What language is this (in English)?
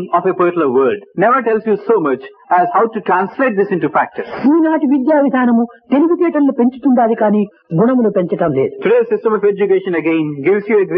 Telugu